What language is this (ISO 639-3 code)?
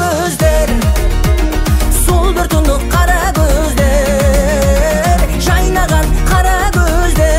kaz